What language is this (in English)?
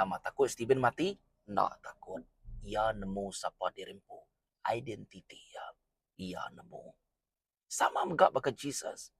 Iban